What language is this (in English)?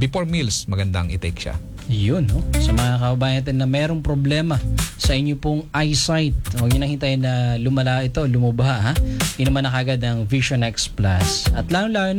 Filipino